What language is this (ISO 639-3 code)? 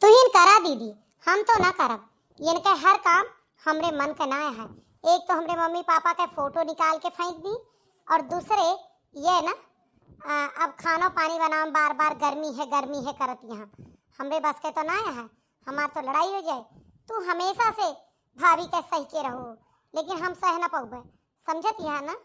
awa